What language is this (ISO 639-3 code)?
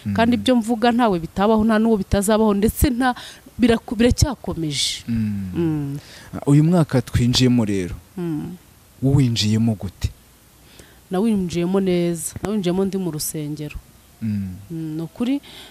kin